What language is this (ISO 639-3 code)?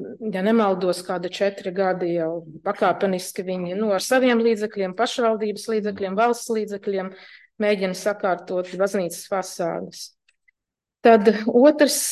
lav